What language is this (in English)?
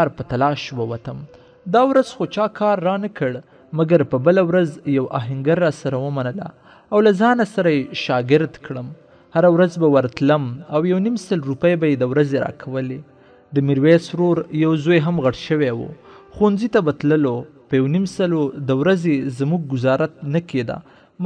Pashto